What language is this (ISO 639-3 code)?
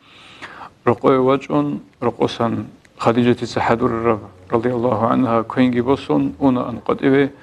ava